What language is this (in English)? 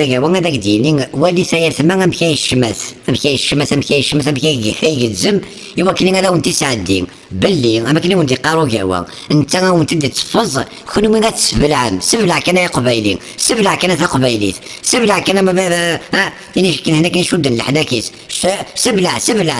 Kabyle